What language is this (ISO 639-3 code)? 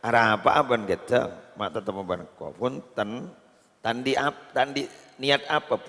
mad